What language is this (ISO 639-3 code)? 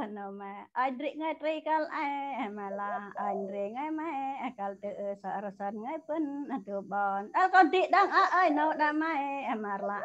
cmo